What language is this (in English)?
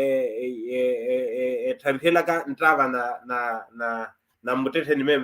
Makhuwa